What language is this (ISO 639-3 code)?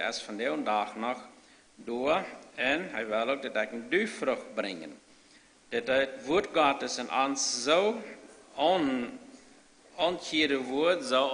pdt